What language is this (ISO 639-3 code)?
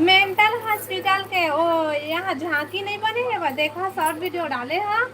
hne